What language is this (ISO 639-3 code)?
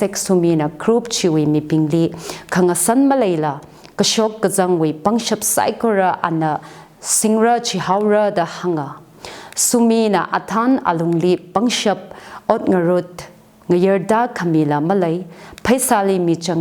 nmf